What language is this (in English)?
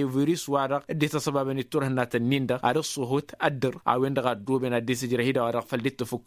Tamasheq